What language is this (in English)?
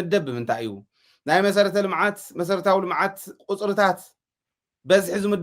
Tigrinya